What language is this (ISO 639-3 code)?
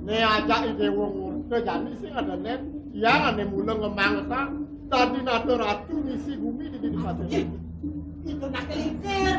ban